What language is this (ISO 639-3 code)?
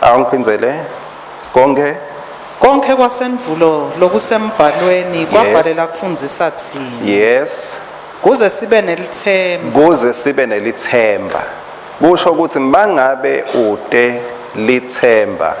ssw